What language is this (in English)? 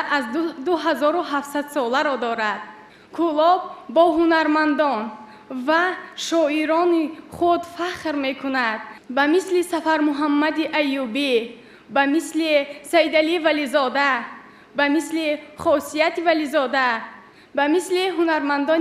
Tajik